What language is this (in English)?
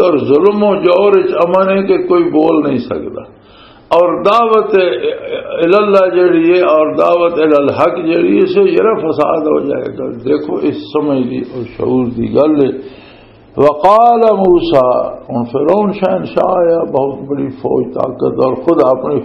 Western Panjabi